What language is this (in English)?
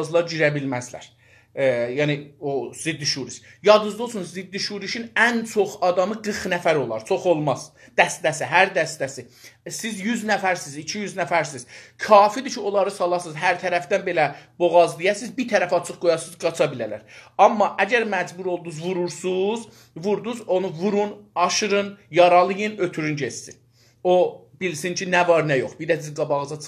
South Azerbaijani